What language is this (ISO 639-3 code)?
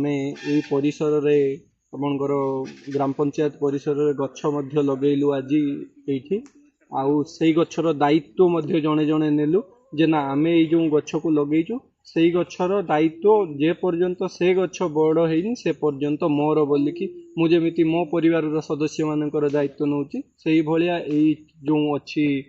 ori